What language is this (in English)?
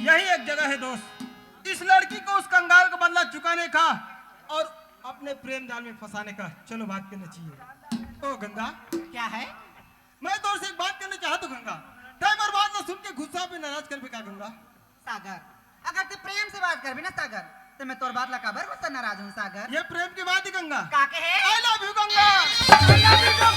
Chhattisgarhi